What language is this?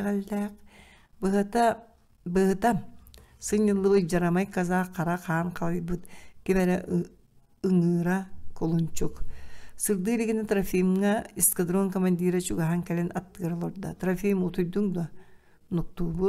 Yakut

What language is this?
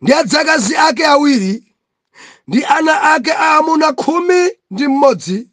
Nyanja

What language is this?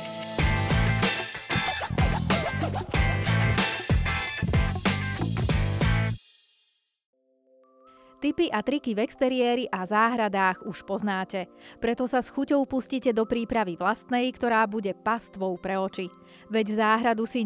Slovak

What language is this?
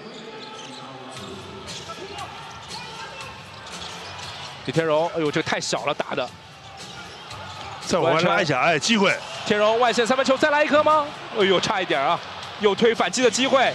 Chinese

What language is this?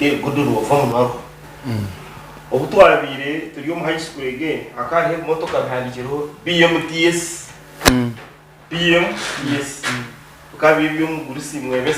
Nyankole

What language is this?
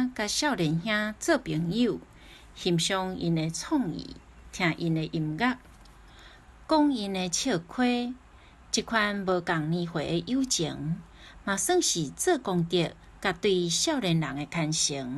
Min Nan Chinese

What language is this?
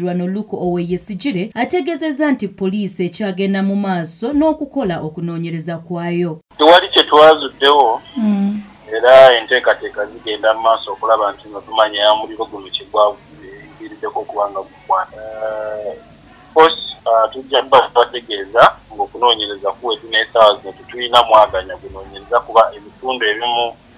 Ganda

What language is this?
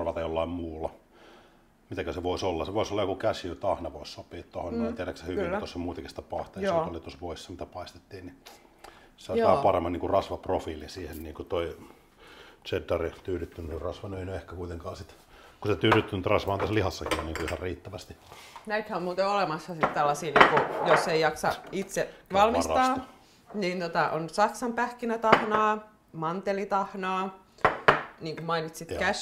Finnish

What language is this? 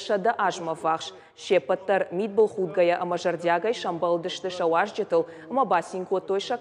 Ossetic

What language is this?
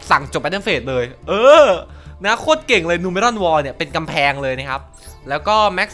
Thai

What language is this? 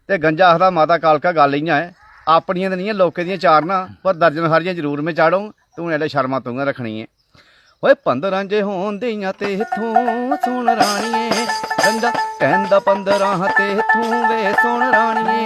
Dogri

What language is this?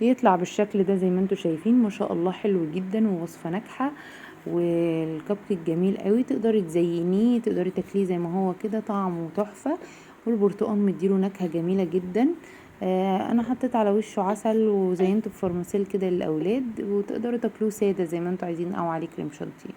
Egyptian Arabic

